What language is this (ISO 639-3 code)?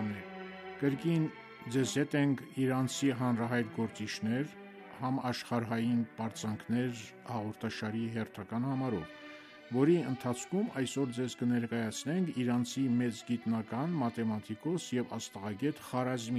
hye